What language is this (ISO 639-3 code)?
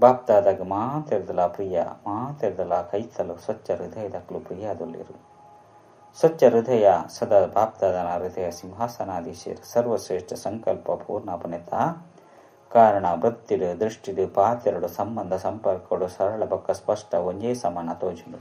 tcy